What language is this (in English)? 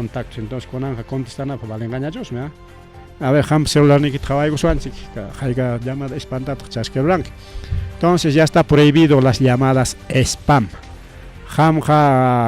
Ayacucho Quechua